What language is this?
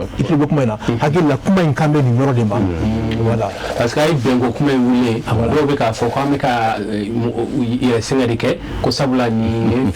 Bambara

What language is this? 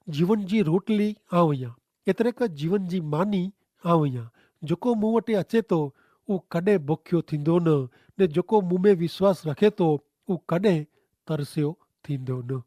Kachhi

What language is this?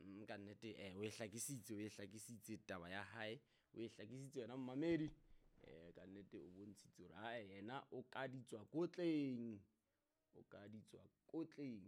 Southern Sotho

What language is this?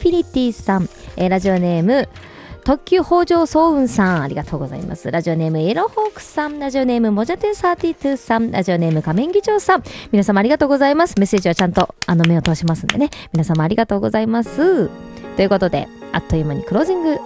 Japanese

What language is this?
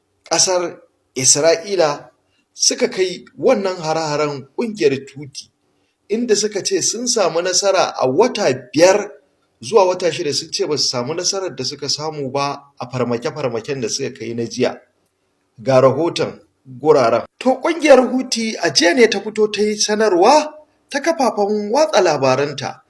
Hausa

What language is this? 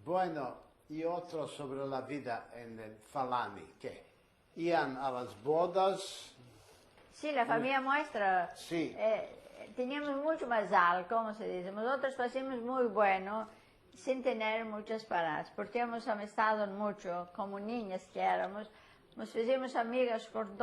Ladino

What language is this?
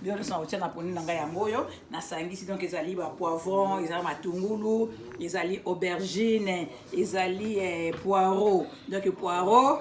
Lingala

